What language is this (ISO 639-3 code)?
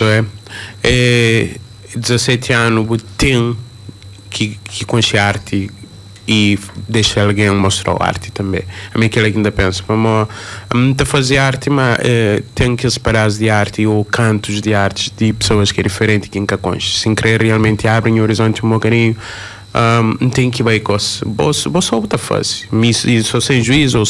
kea